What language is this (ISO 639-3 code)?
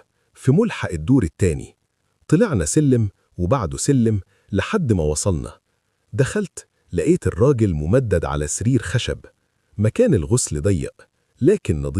arz